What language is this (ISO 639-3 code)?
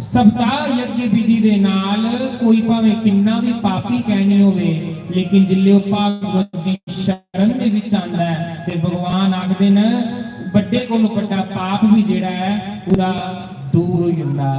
doi